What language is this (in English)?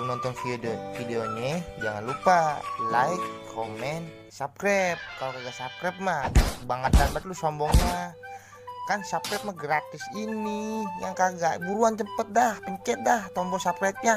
Betawi